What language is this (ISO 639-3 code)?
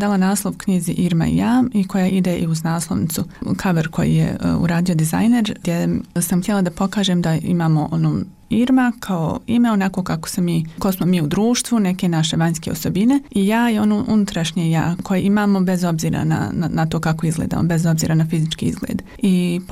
bos